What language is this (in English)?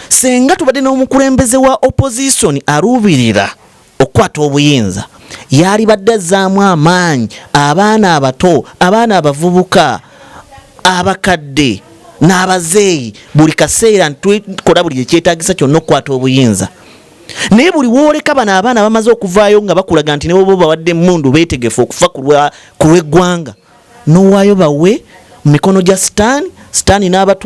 Ganda